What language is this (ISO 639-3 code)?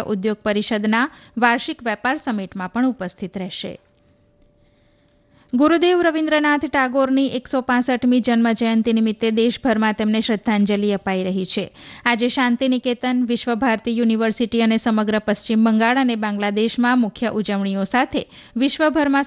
guj